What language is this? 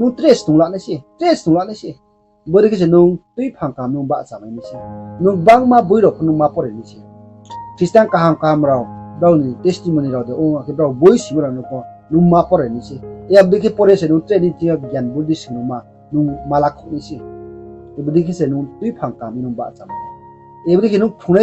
Riang (India)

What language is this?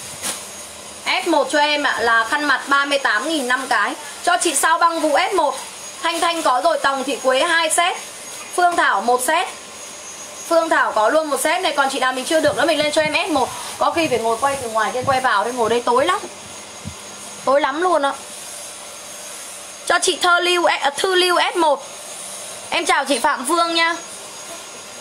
Vietnamese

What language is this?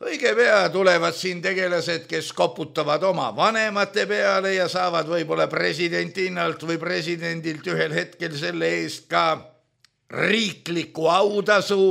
Estonian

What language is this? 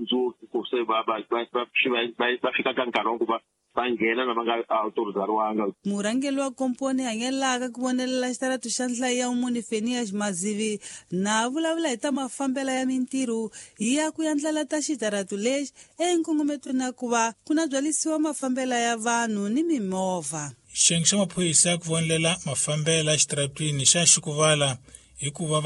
Tsonga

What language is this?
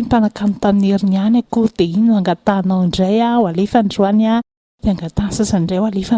Malagasy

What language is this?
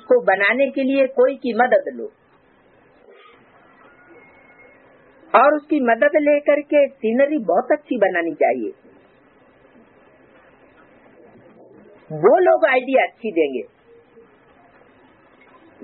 Hindi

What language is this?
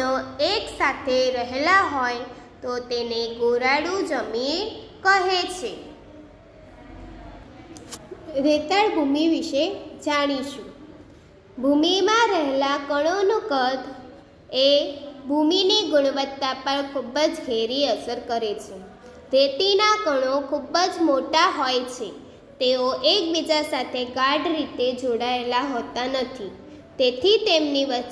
Gujarati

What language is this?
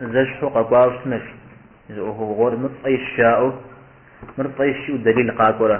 Kabardian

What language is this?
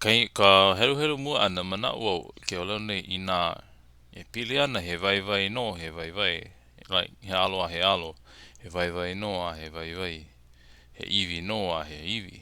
Hawaiian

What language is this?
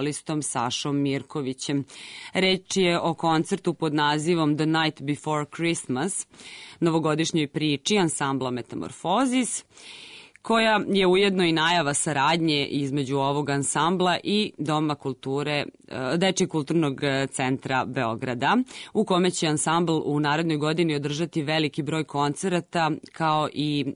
Serbian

